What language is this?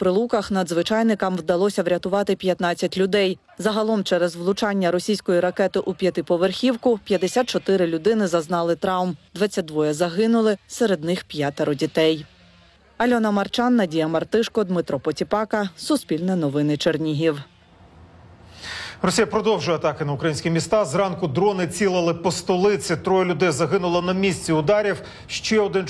Ukrainian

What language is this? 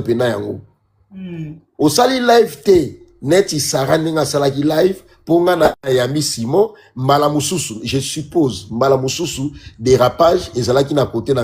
Lingala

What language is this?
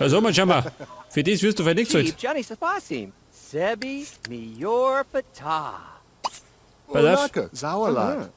Bavarian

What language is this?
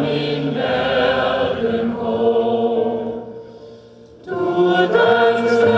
Danish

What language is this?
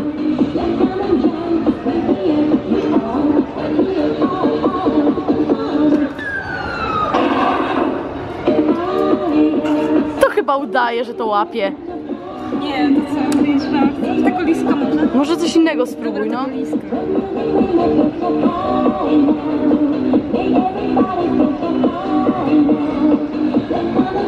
Polish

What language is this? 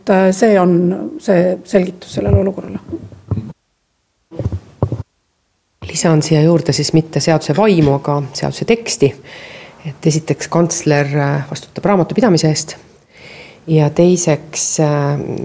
Estonian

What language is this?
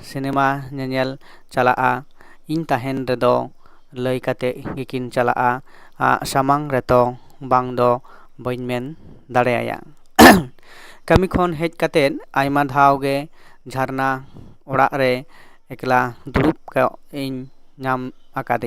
Santali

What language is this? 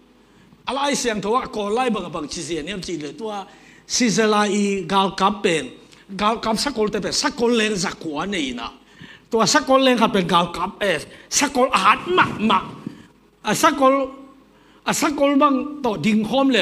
Tedim Chin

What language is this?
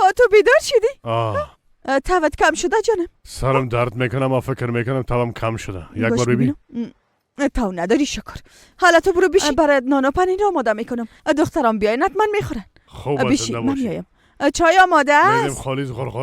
Persian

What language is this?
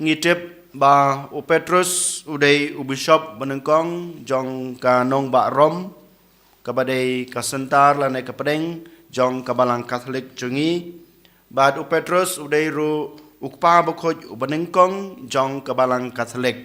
Khasi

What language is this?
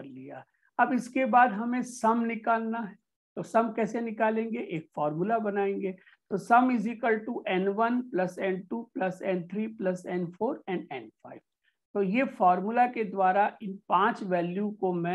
Hindi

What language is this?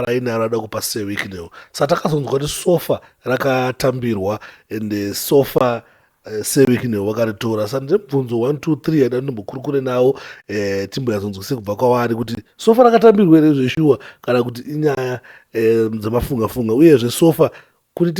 Shona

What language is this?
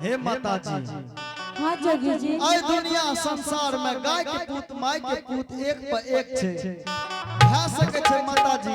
Angika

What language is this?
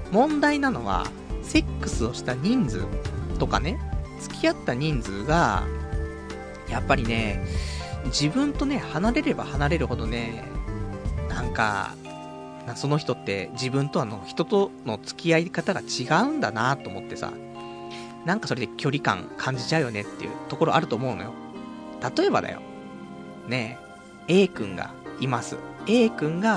Japanese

